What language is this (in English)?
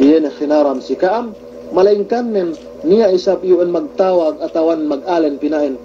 Yakan